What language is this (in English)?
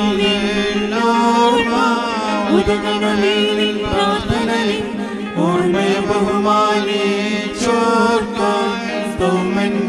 Malayalam